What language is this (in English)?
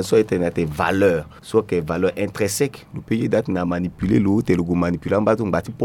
Sango